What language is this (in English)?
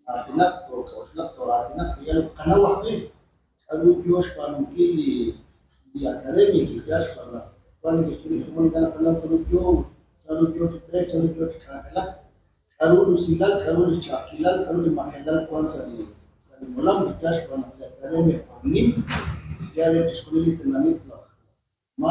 Kekchí